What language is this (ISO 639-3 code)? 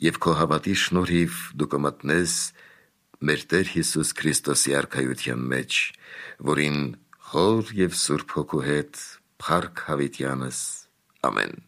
hye